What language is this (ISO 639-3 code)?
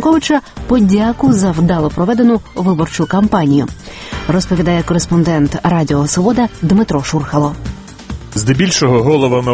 ukr